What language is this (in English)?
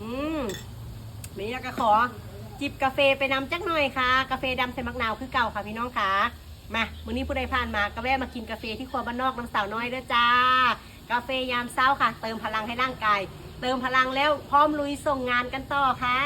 Northeastern Thai